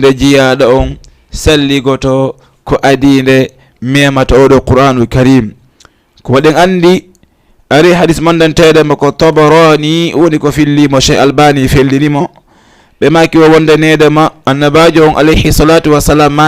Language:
Fula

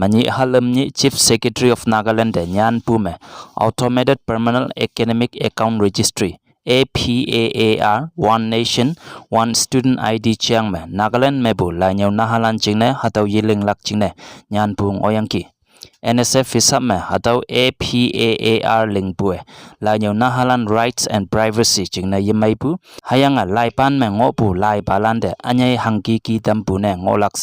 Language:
Konyak Naga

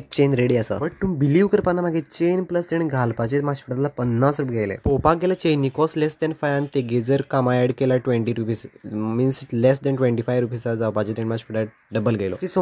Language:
Konkani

